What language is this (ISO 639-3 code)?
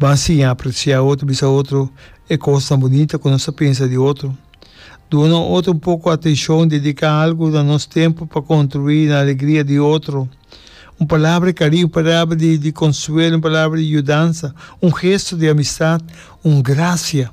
pap